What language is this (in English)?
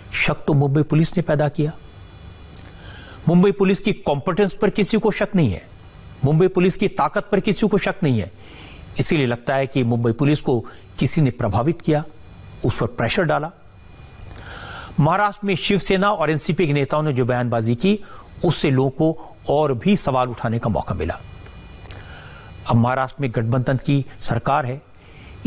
Hindi